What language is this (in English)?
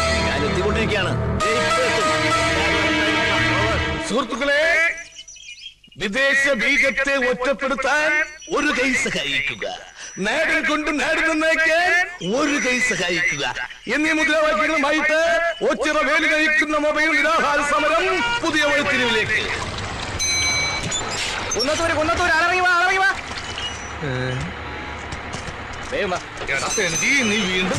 Malayalam